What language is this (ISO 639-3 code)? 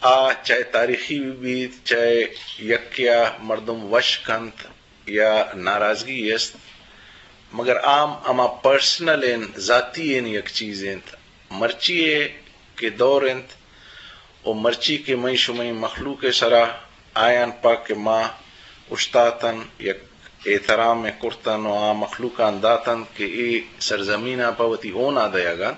bgp